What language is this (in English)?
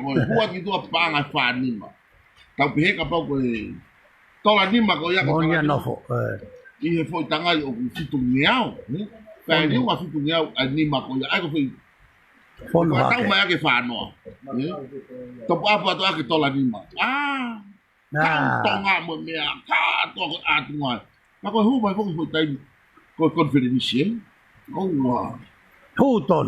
Tongan